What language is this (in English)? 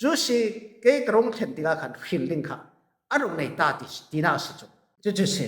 Falam Chin